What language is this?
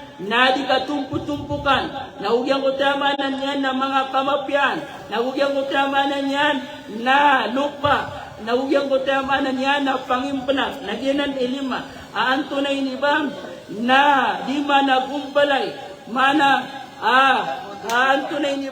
Maranao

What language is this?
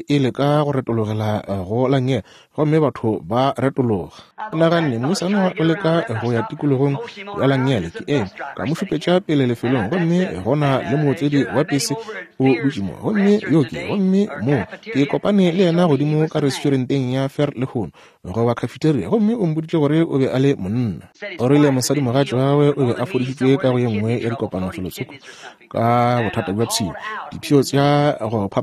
Northern Sotho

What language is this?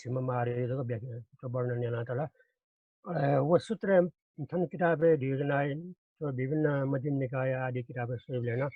Newari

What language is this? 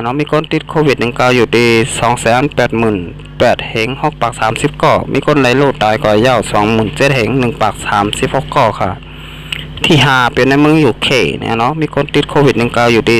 Shan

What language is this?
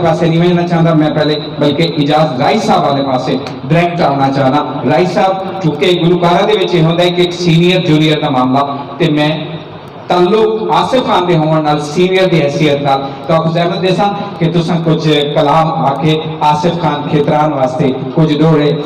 Saraiki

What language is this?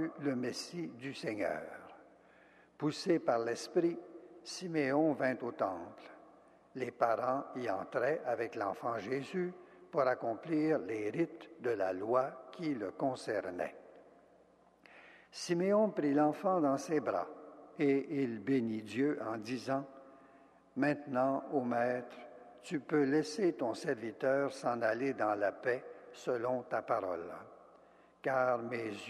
French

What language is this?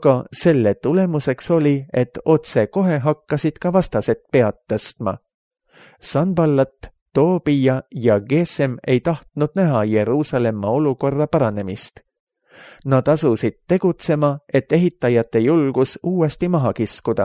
Estonian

